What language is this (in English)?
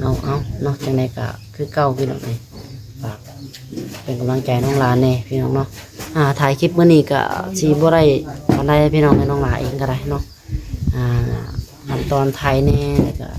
Lao